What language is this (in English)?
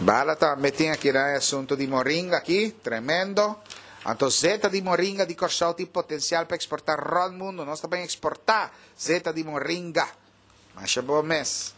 Papiamento